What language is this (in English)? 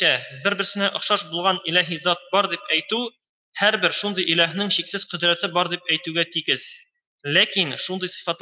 Tatar